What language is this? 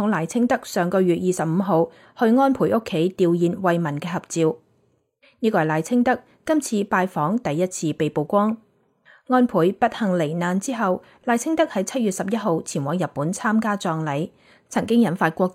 Cantonese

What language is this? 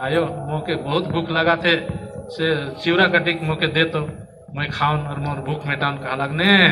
Sadri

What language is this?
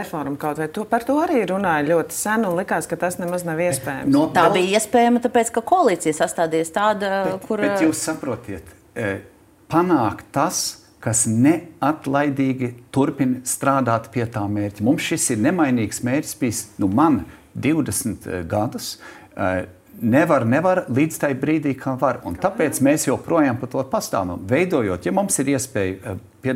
Latvian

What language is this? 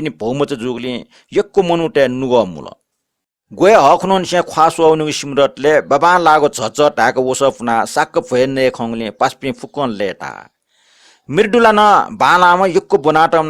Newari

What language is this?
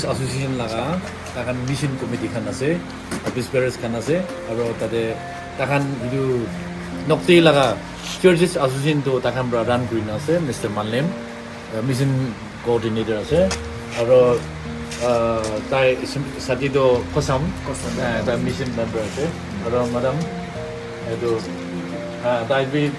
Naga Pidgin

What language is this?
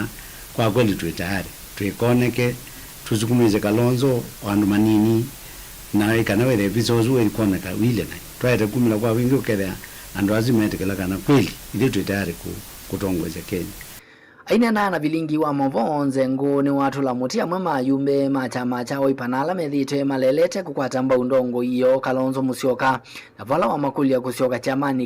Kamba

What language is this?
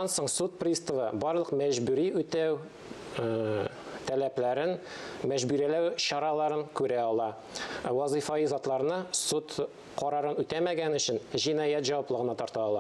Tatar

